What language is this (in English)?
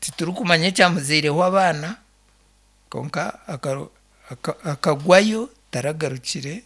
Nyankole